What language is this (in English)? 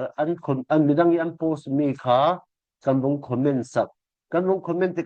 Falam Chin